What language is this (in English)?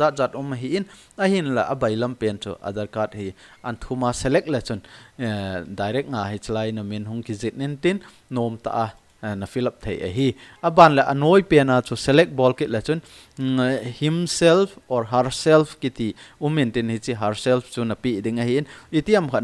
Thado Chin